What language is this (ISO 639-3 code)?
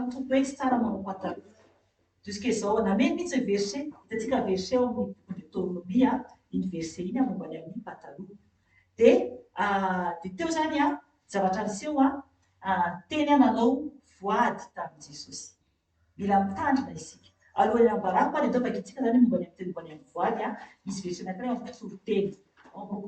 mlg